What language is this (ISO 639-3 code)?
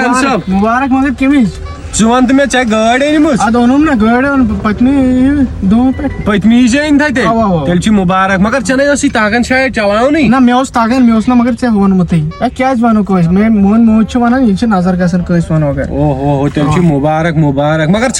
kas